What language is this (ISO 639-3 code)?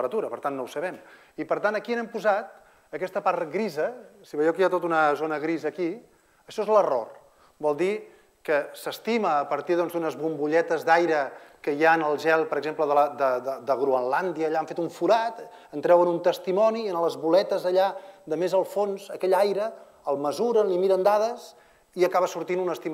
cat